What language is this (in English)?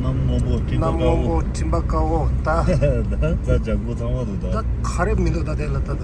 Tibetan